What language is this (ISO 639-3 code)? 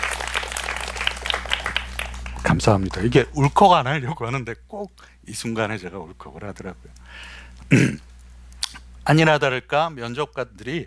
kor